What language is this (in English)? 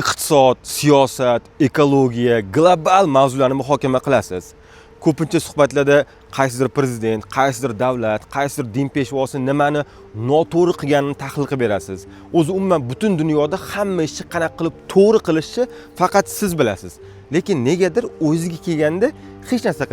Uzbek